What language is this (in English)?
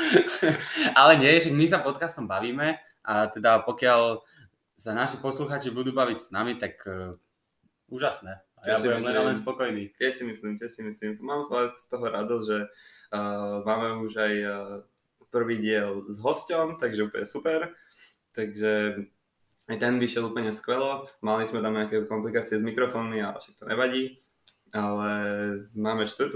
Slovak